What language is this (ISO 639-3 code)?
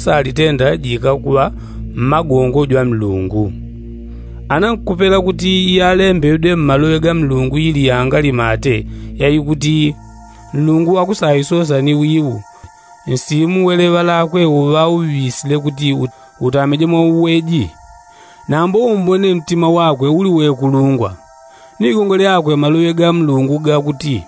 yao